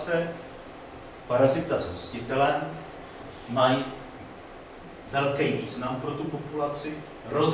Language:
Czech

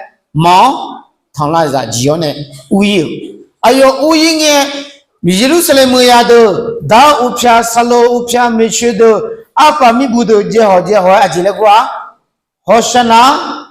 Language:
Akha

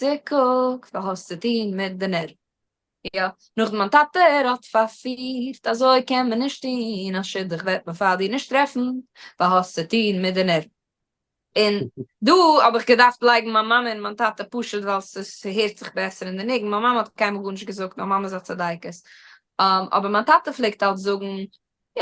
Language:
Yiddish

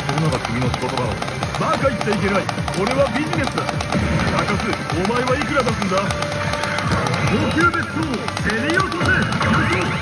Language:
Japanese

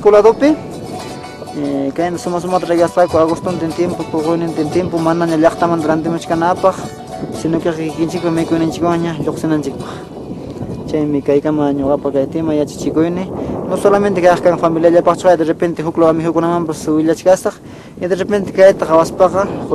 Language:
Ayacucho Quechua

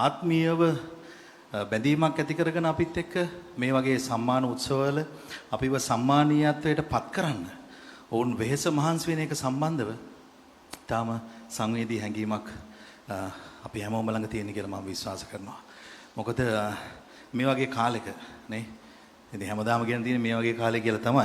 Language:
Sinhala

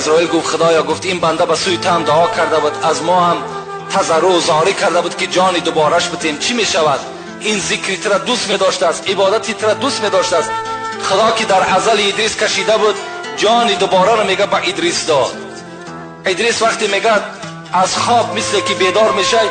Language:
Tajik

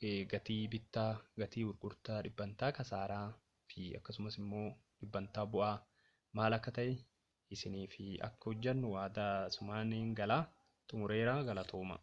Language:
Oromo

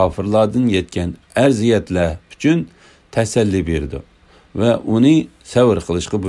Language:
Uyghur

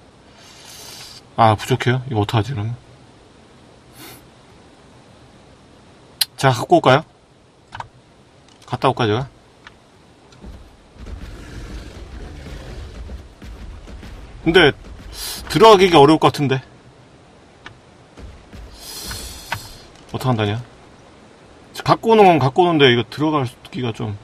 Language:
Korean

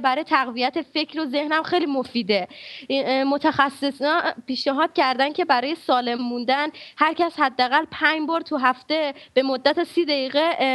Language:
Persian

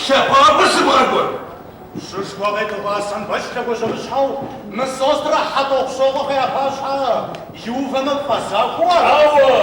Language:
Kabardian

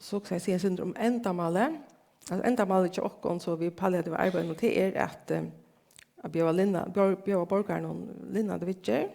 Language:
Faroese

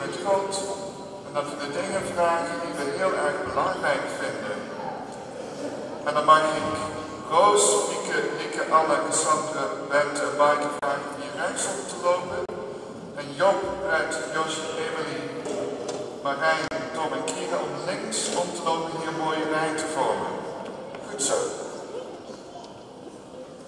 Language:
Dutch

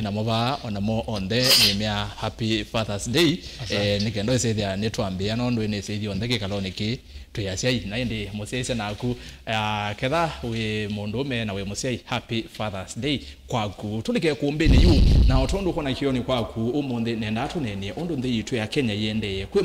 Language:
Kamba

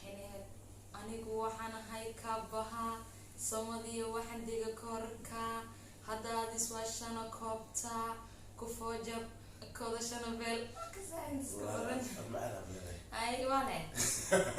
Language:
Somali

